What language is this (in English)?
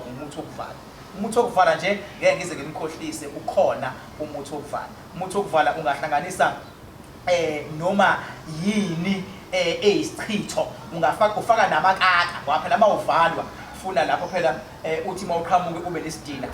Zulu